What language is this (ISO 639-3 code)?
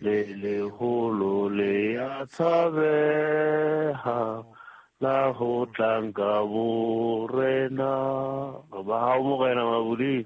sot